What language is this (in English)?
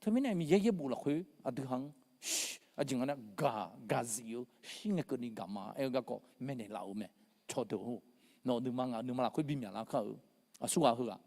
Akha